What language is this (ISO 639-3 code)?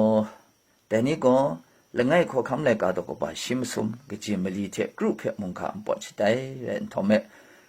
kac